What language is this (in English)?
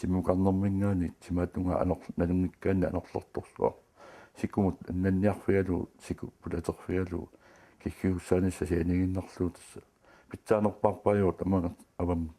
Kalaallisut